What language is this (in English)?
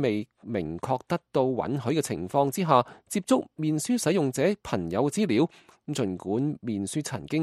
Cantonese